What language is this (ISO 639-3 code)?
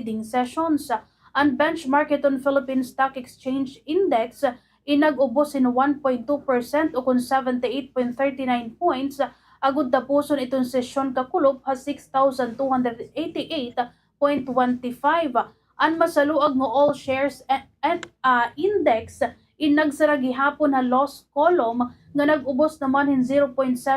war